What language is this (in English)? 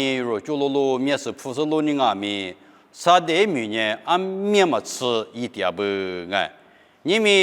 Lisu